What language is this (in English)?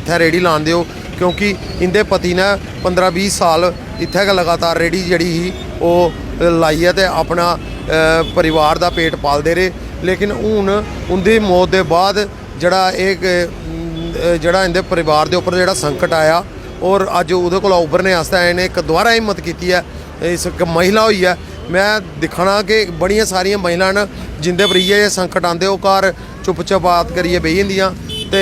Dogri